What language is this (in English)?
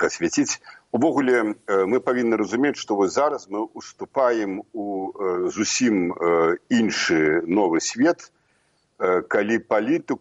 Belarusian